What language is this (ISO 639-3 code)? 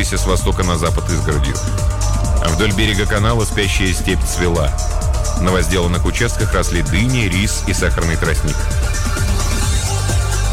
rus